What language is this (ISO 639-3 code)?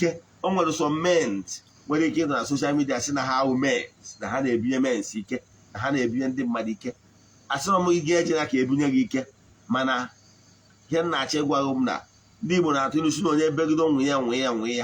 ibo